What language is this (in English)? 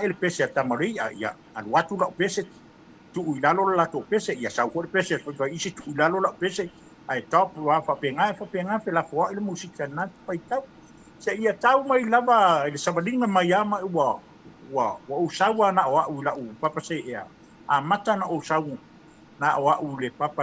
Samoan